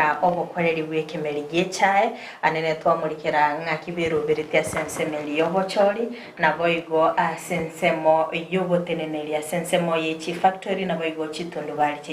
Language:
Gusii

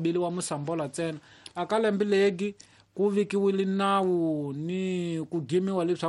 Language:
Tsonga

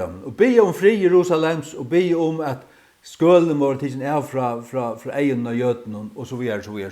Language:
Faroese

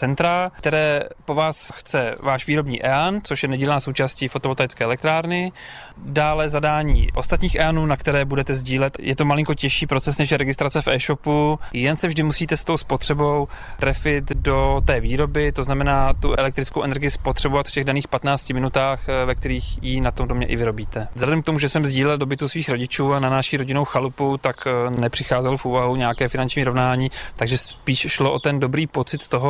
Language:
Czech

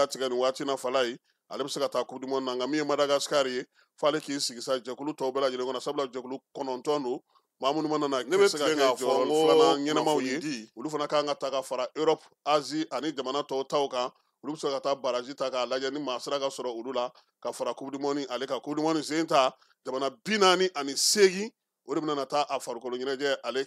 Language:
Bambara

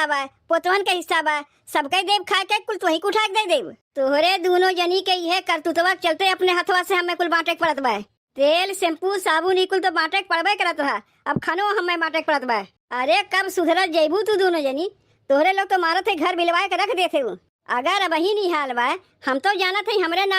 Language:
Awadhi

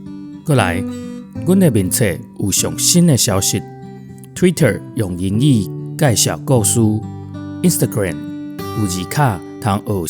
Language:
Min Nan Chinese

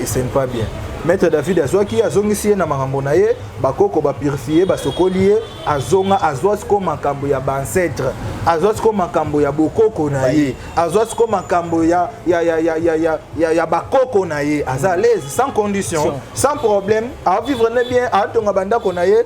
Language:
Lingala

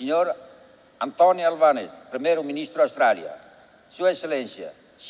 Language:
Tetum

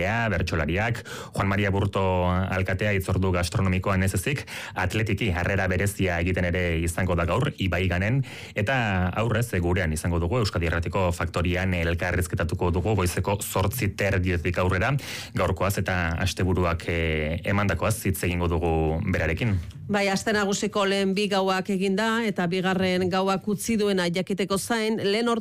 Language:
Basque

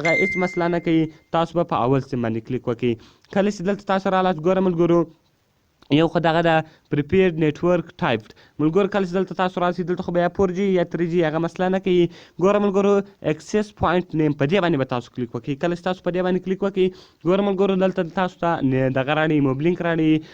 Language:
Pashto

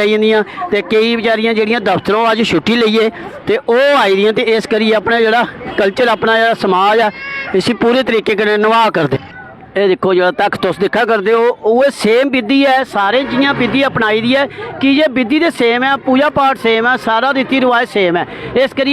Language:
Dogri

